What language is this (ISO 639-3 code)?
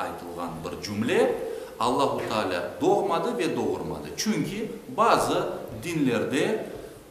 crh